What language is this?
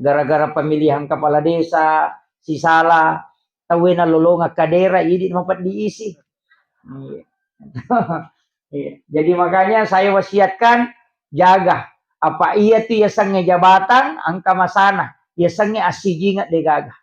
Buginese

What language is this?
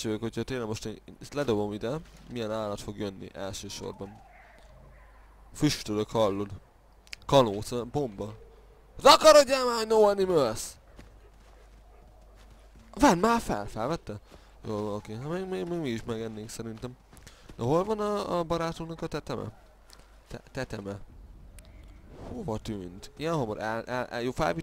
Hungarian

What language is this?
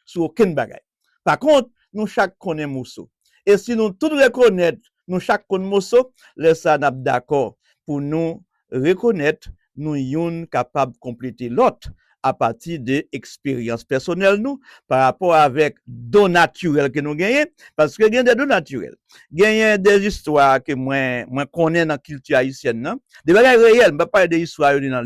Haitian Creole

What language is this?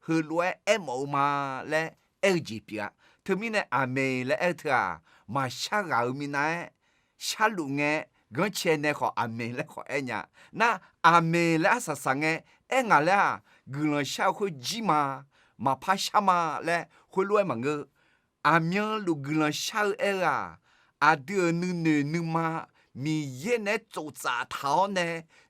Akha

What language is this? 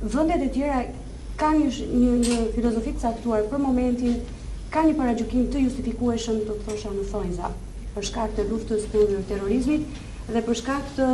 Albanian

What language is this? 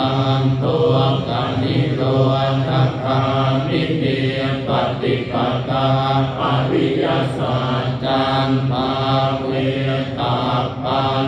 Pali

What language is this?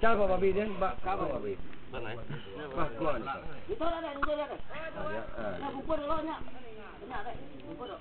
Iban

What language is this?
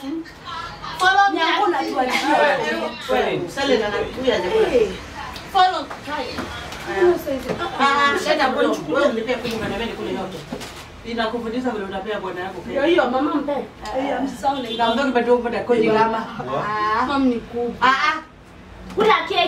Swahili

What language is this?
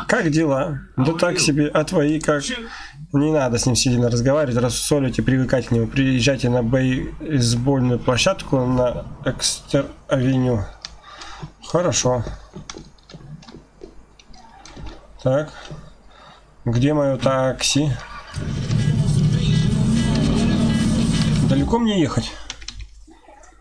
Russian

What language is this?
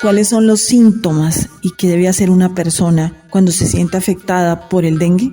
Wayuu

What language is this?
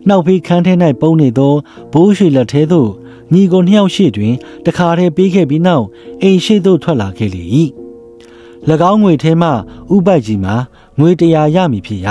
Burmese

